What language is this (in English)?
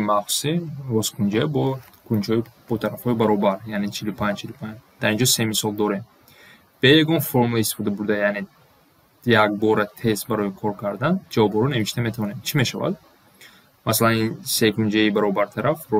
Tajik